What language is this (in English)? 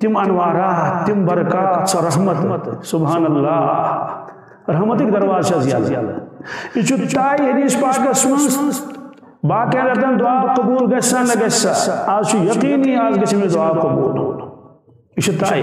Kashmiri